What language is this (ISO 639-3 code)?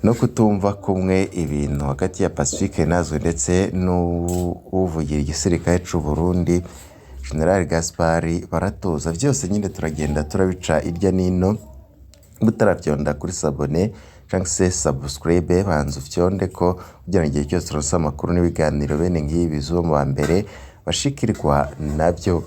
run